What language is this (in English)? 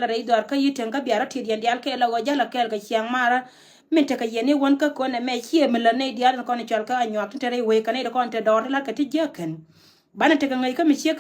Nuer